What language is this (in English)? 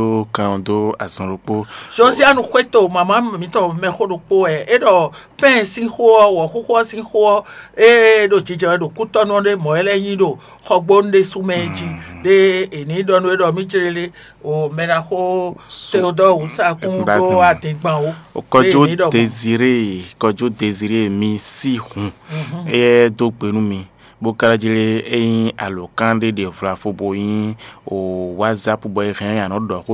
Fon